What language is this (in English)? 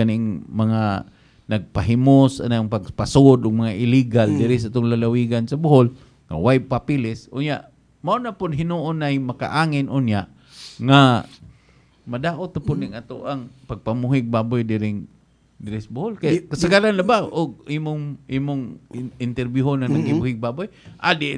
Cebuano